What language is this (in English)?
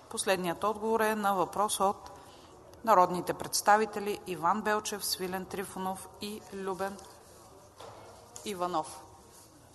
Bulgarian